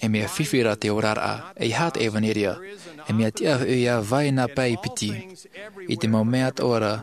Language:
Tahitian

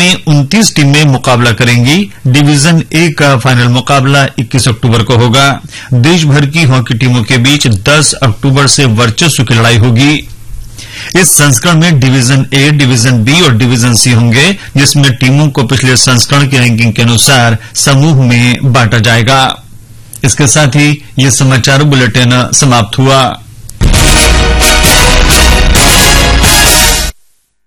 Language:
Hindi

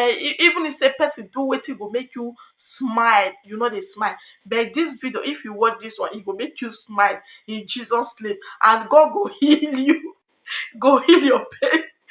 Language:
Nigerian Pidgin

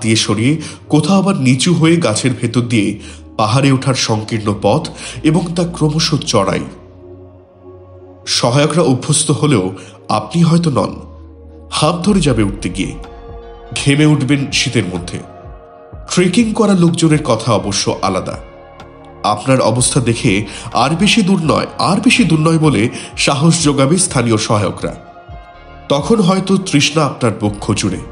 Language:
Bangla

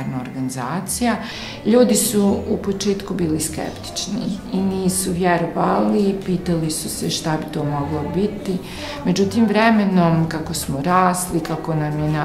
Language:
Bosnian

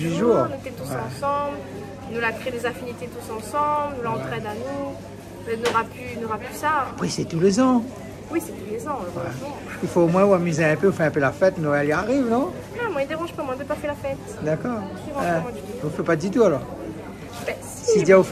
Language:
Réunion Creole French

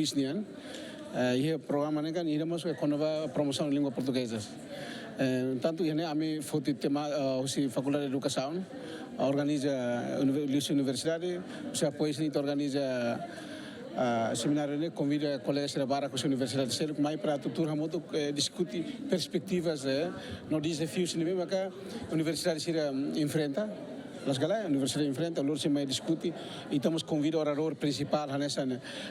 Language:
Tetum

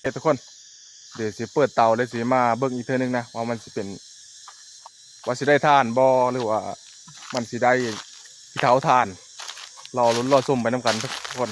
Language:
Northeastern Thai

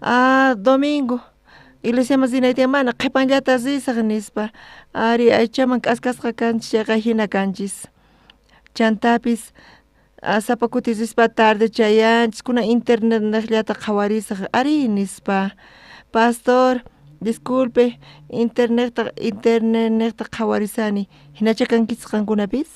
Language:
South Bolivian Quechua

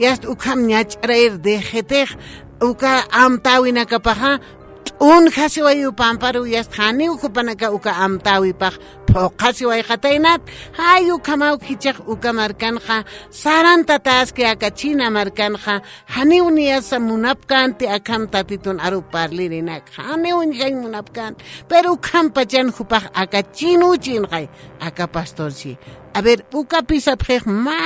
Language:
Aymara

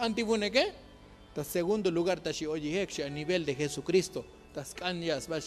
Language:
Tzotzil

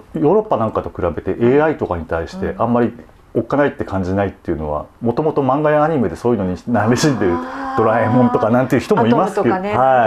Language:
Japanese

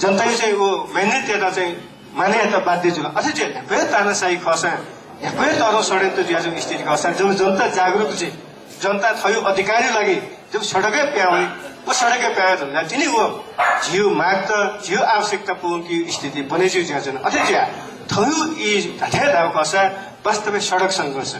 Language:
Newari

